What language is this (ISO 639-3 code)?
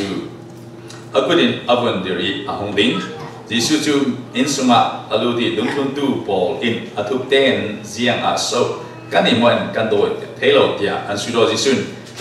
cfm